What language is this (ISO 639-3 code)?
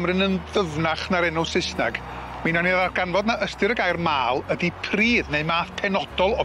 cym